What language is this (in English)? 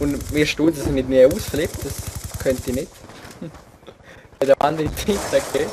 Swiss German